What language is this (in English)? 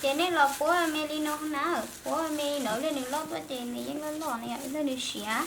Hmong